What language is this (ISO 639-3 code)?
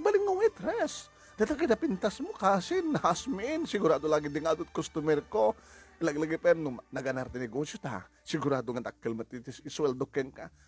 ilo